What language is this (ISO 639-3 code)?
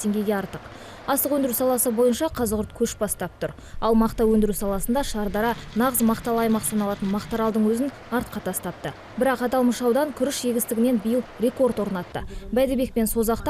kaz